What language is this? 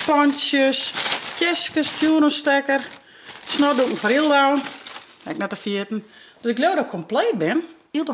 Western Frisian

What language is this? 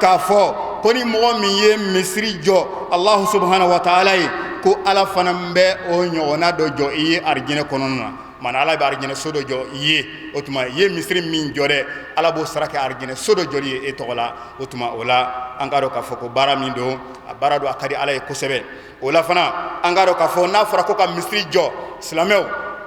Bambara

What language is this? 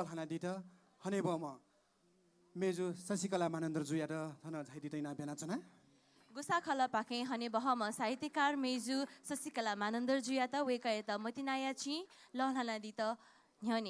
Newari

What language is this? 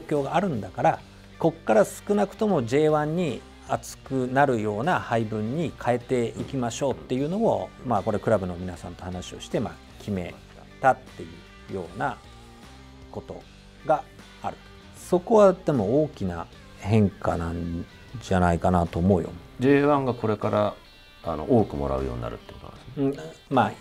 Japanese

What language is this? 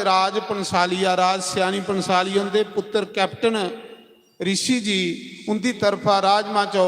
Dogri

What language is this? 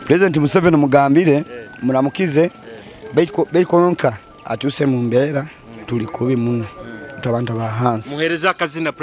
Nyoro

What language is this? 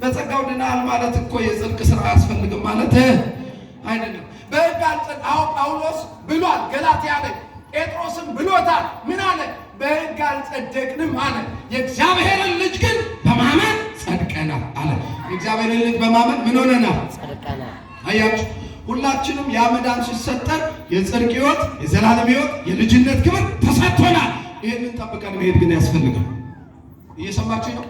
Amharic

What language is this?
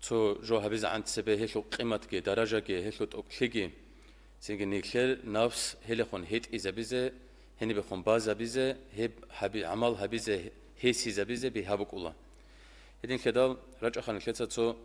Avaric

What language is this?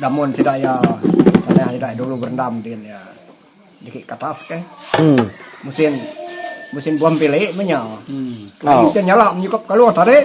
Iban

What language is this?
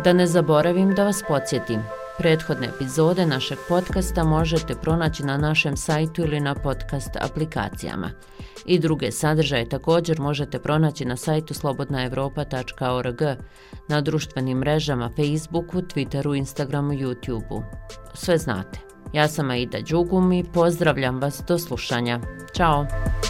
Bosnian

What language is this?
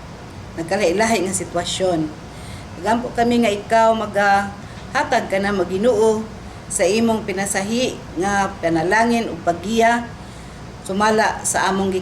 Cebuano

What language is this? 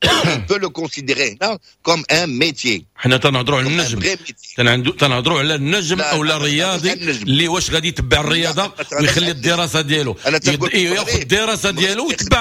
Moroccan Arabic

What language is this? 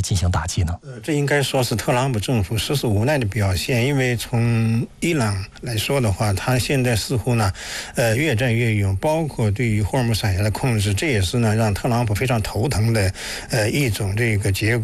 Chinese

